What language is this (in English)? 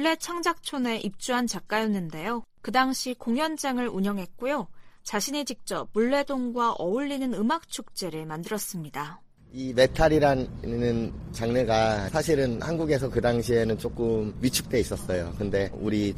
Korean